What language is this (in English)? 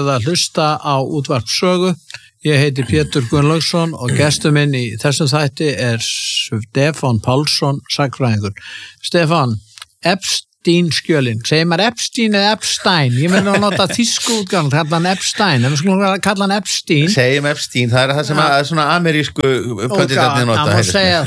Icelandic